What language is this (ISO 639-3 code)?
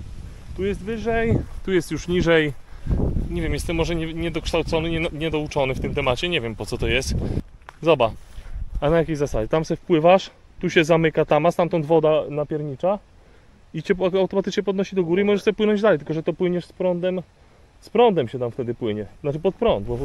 pol